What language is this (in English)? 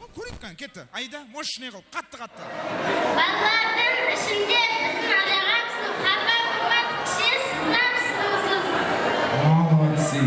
Kara-Kalpak